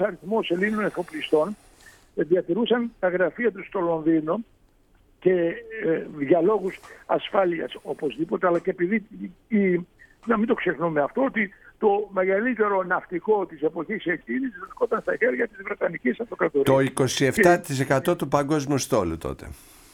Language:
Greek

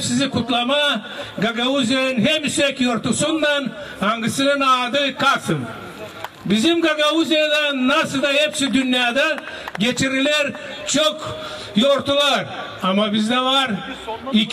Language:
Gagauz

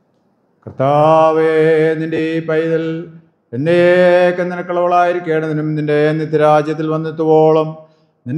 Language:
Malayalam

